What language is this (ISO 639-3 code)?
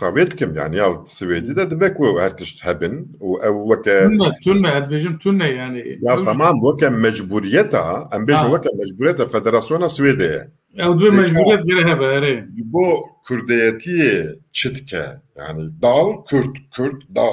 kur